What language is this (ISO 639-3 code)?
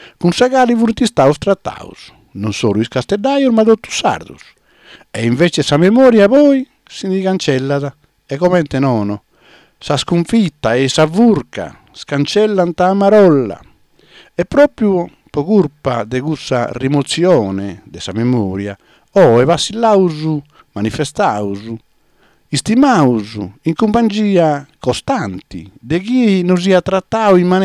srd